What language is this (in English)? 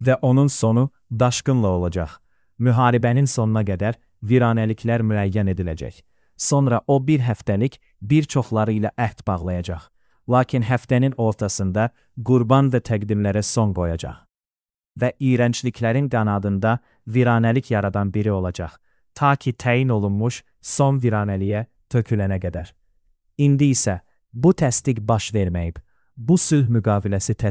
Azerbaijani